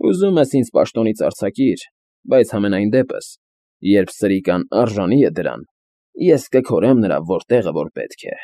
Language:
Armenian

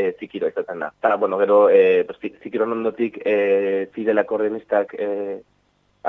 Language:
Basque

